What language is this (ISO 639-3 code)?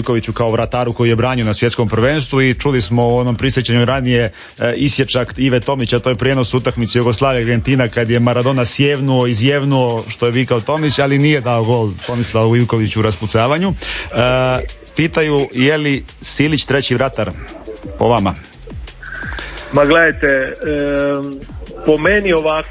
hrv